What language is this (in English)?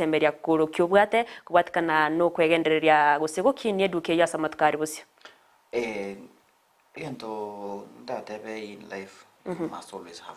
Gusii